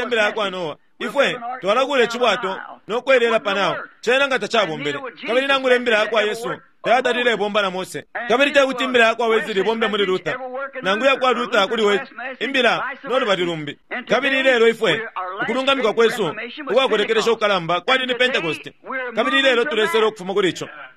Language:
Bemba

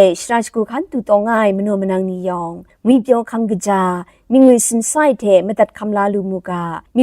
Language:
Kachin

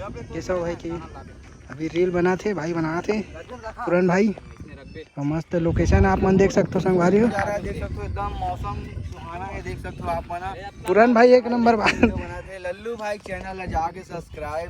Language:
Chhattisgarhi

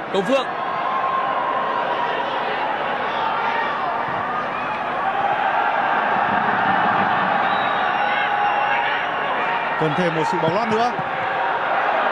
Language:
Vietnamese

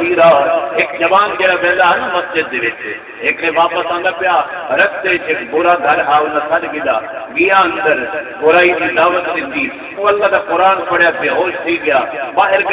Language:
Saraiki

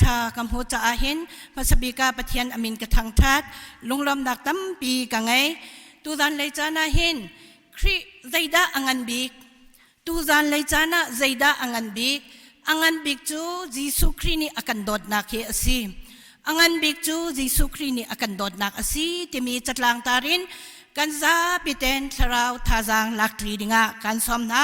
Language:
Hakha Chin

